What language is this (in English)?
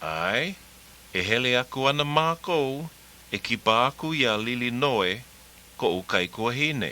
Hawaiian